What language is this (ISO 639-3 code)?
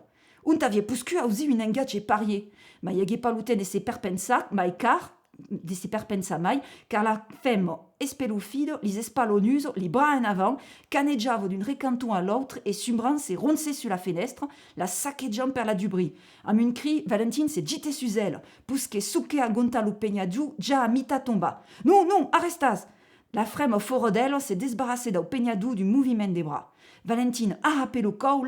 oci